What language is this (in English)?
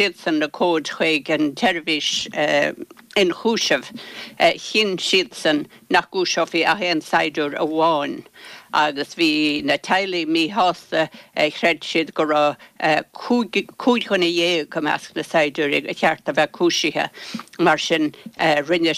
Irish